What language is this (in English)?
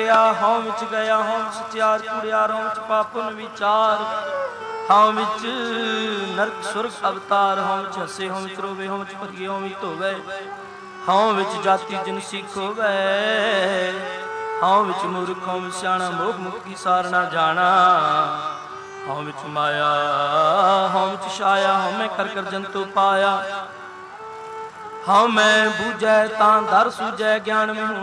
Punjabi